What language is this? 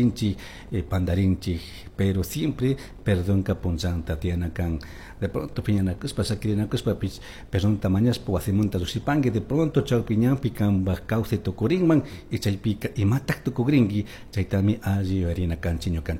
Chimborazo Highland Quichua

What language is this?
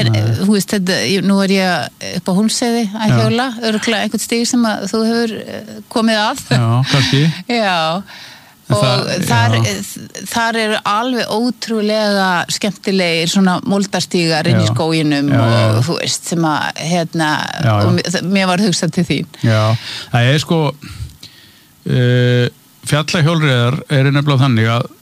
Icelandic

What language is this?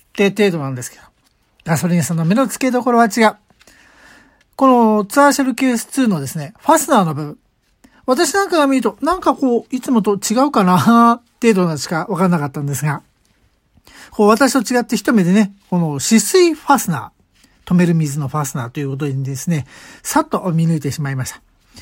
Japanese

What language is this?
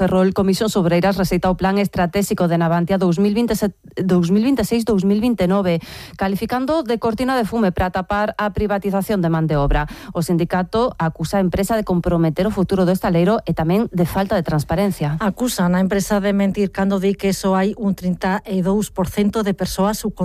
Galician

